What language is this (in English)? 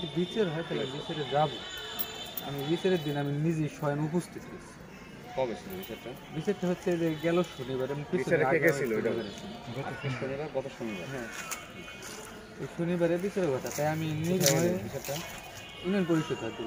Bangla